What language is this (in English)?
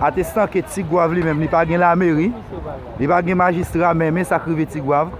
Haitian Creole